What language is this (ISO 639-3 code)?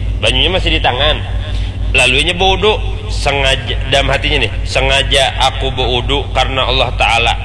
bjn